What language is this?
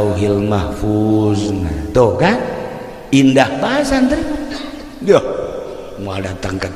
Sundanese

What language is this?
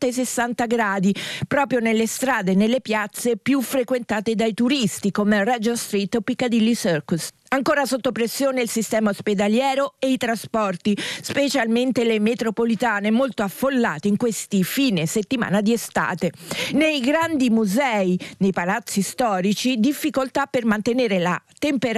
Italian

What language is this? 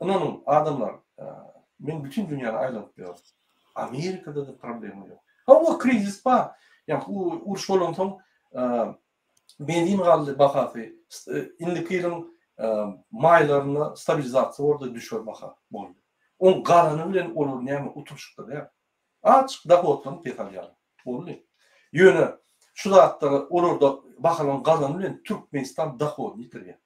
Turkmen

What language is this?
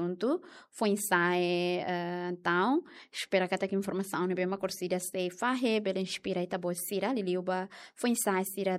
Tetum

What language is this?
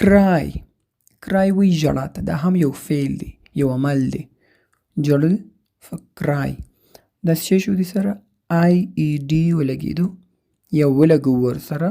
Pashto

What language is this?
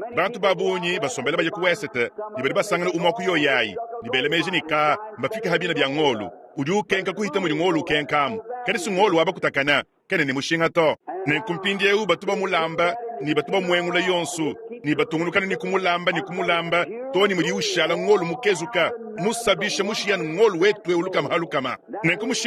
Luba-Lulua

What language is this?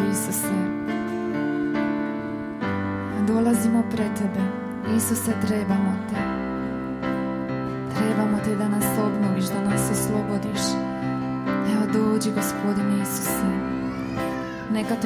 Croatian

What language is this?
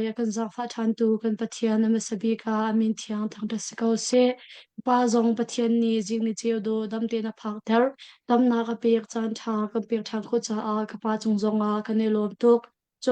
Hakha Chin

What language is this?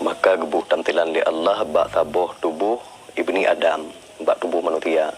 Achinese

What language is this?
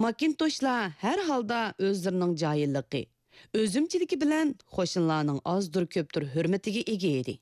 Uyghur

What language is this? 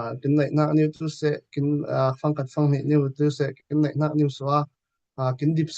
Falam Chin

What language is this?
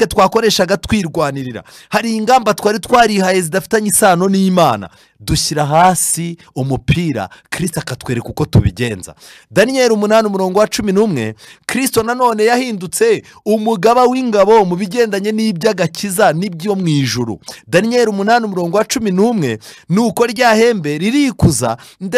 Kinyarwanda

